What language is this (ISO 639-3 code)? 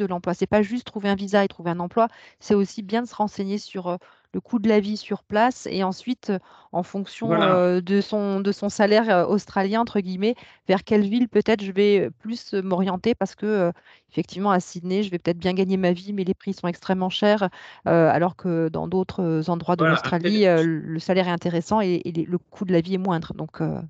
fra